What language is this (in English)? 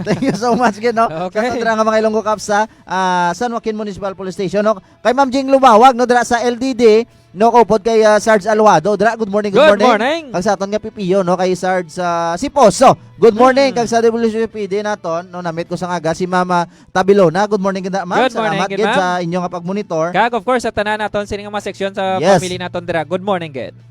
Hiligaynon